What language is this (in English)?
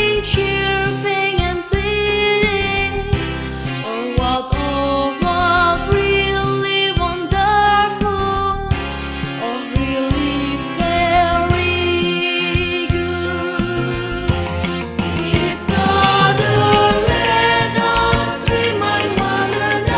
Batak Karo